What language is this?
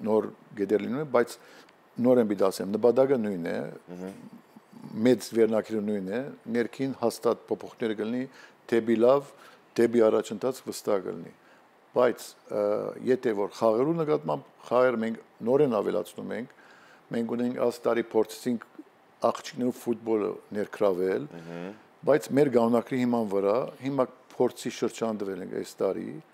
Armenian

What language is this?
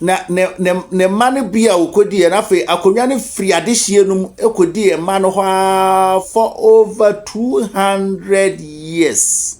Akan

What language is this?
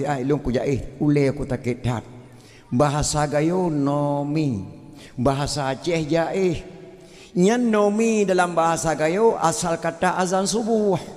Achinese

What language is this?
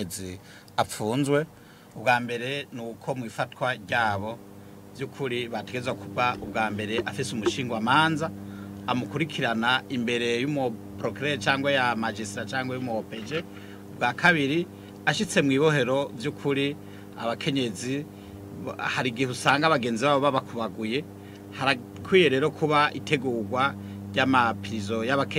Rundi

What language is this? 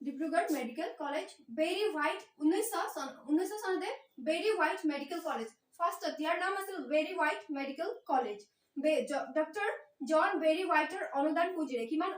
Assamese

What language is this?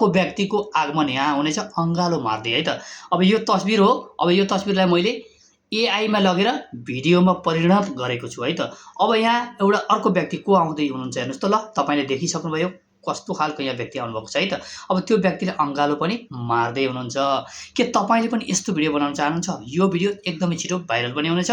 Nepali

